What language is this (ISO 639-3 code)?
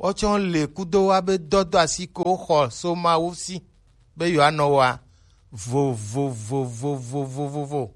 gej